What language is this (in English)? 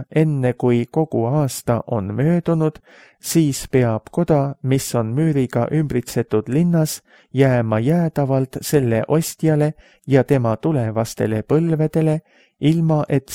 Estonian